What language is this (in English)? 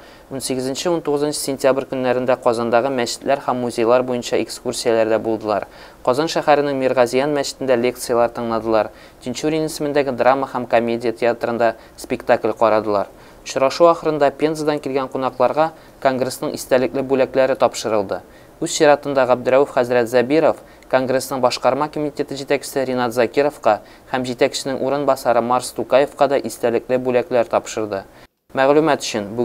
Tatar